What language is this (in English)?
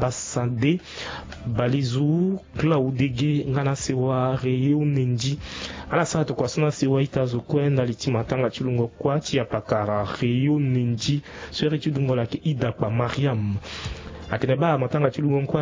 Sango